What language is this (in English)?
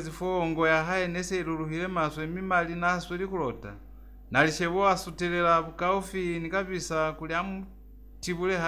Lozi